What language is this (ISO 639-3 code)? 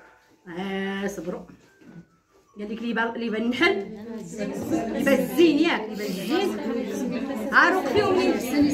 ary